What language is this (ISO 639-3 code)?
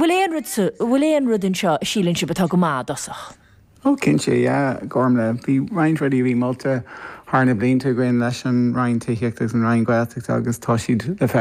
gle